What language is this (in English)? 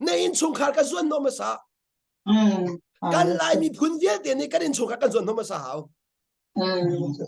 Hakha Chin